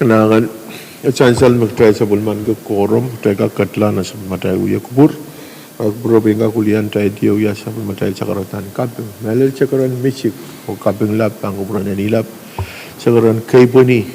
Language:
Pohnpeian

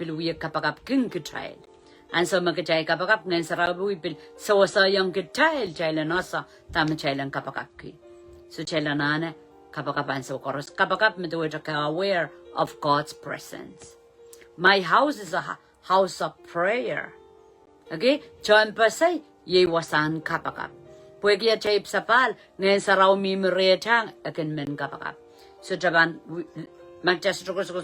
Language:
Pohnpeian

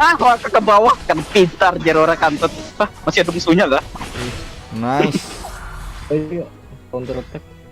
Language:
Banjar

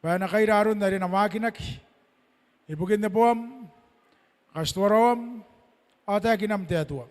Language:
Gilbertese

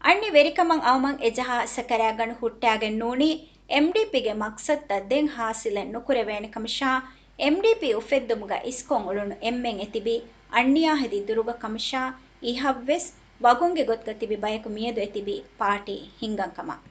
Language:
Divehi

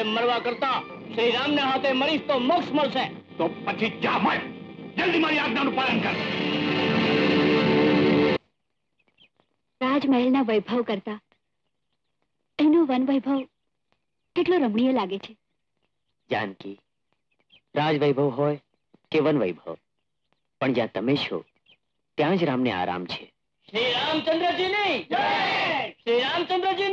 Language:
Gujarati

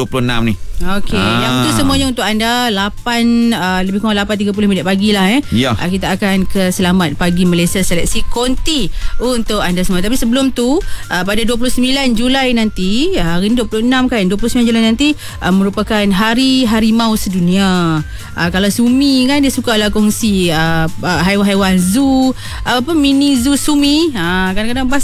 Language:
Malay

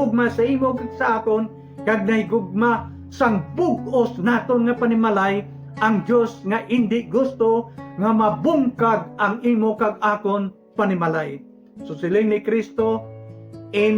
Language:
Hiligaynon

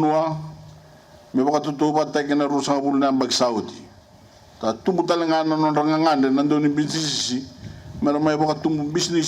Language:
Fijian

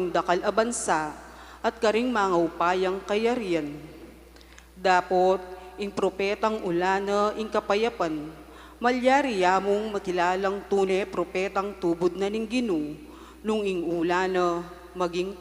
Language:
Pampanga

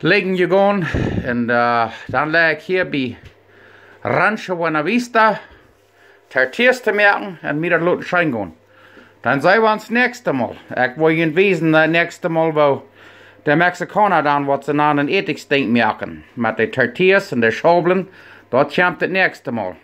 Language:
Plautdietsch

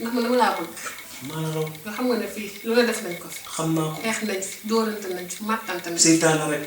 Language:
Wolof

